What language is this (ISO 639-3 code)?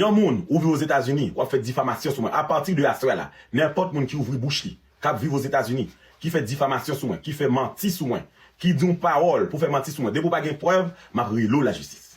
hat